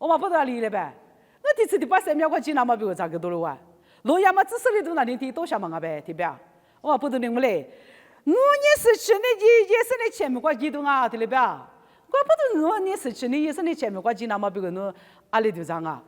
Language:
Lisu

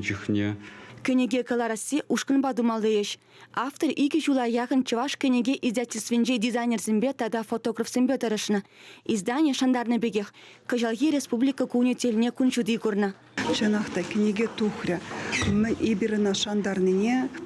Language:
Chuvash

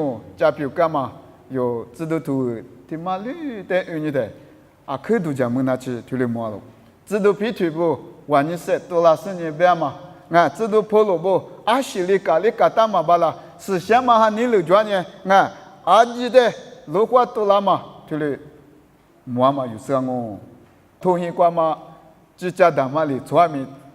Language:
Lisu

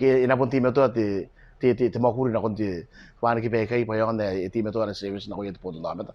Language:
Gilbertese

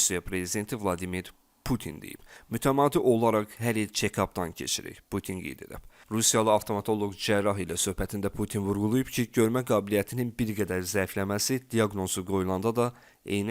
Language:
Azerbaijani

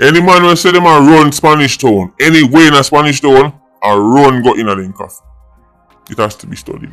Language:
Jamaican Creole English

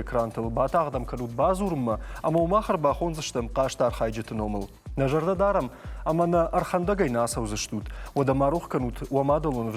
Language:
Ossetic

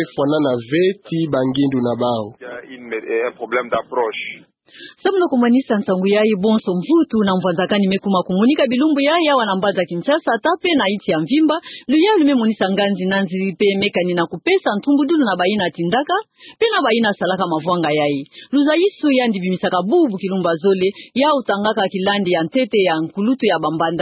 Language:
Kituba (Democratic Republic of Congo)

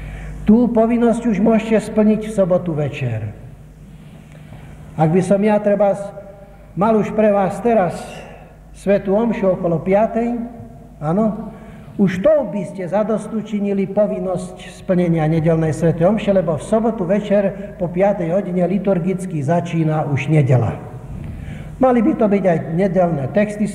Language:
Slovak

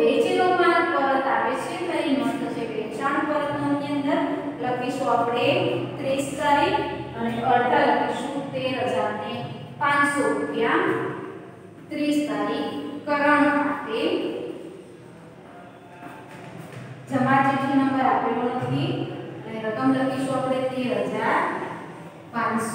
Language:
Gujarati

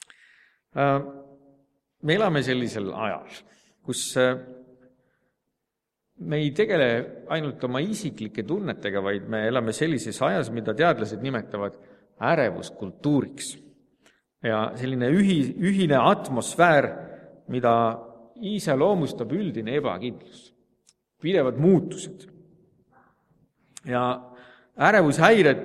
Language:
Estonian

